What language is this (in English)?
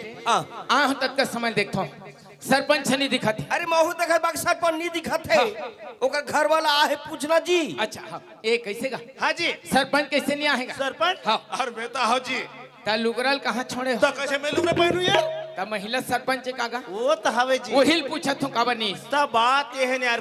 Chhattisgarhi